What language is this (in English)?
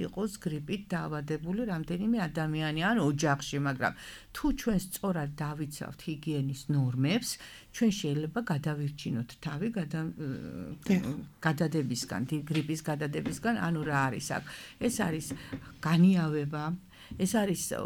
Georgian